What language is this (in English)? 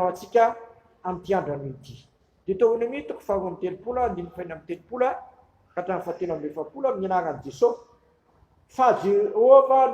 Malagasy